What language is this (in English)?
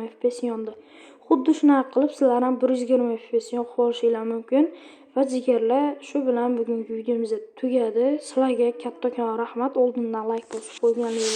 Uzbek